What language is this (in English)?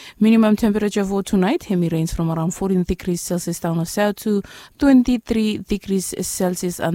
Bislama